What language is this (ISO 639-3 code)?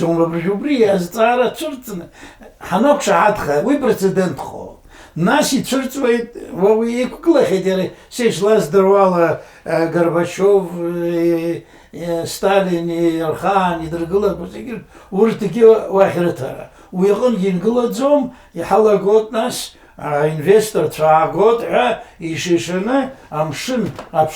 abk